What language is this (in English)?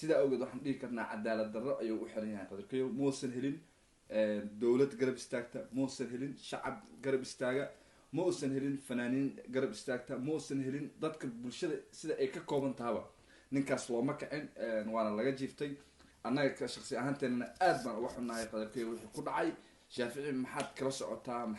Somali